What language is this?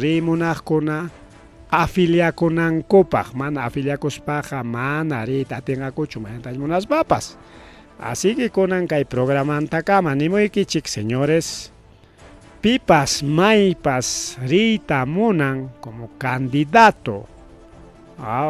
Ayacucho Quechua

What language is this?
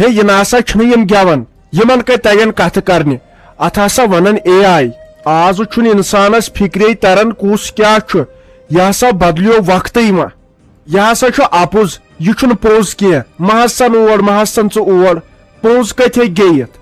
Kashmiri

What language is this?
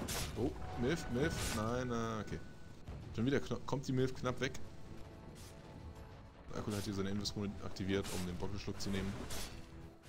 German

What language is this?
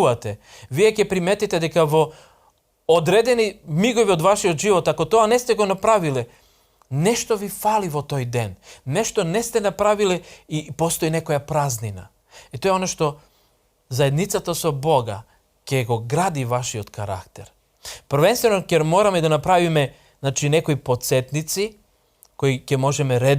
Macedonian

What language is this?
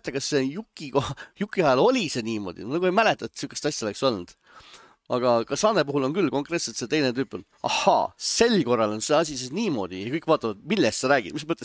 Estonian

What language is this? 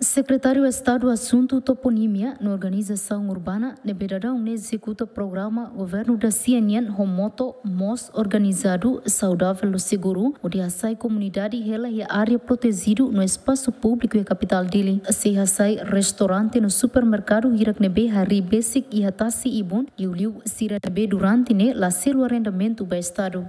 Tetum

